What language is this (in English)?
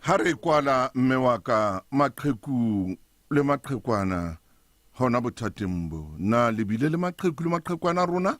Southern Sotho